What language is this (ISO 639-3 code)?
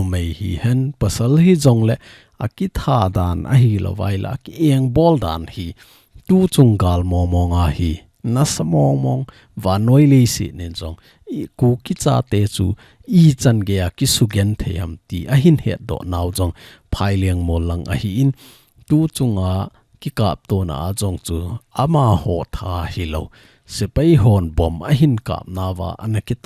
tcz